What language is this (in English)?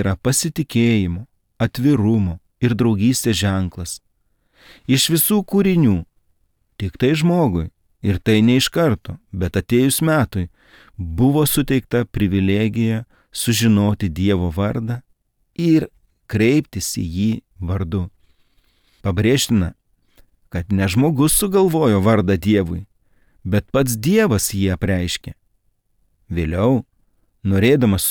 Lithuanian